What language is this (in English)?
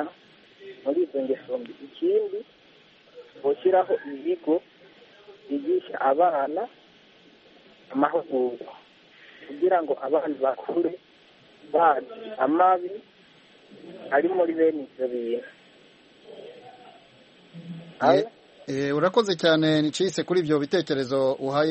Kinyarwanda